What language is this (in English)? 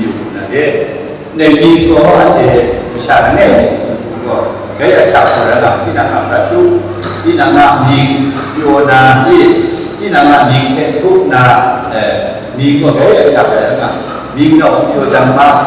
Kachin